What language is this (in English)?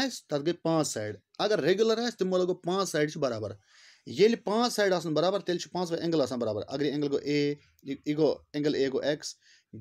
Kashmiri